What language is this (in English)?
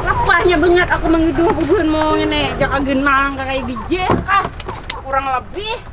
Banjar